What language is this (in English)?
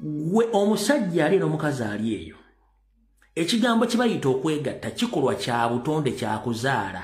Ganda